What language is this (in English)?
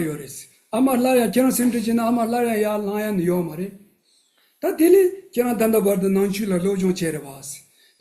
Tibetan